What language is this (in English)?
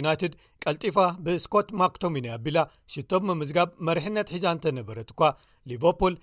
Tigrinya